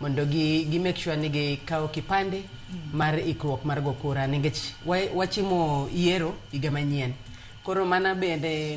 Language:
Luo (Kenya and Tanzania)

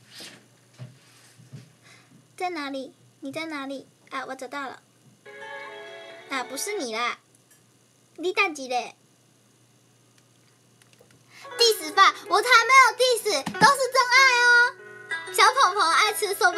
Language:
Chinese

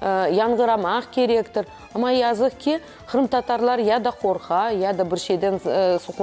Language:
Crimean Tatar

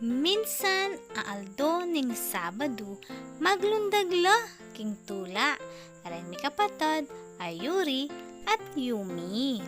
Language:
Pampanga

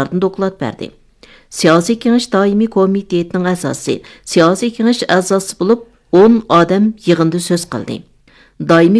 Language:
Uyghur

